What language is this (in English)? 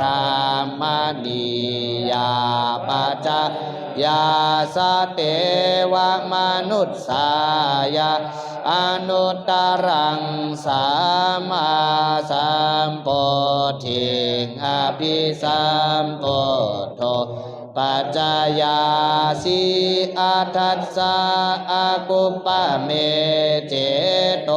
Pali